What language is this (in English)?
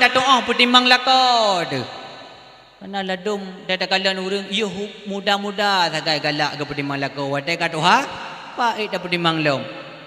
Achinese